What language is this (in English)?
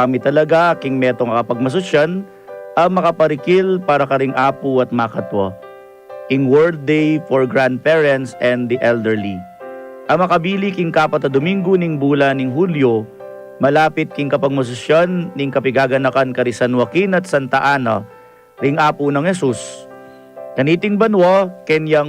Pampanga